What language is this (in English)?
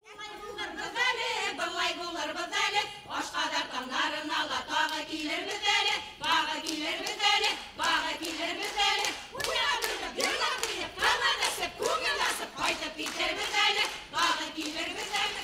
Bashkir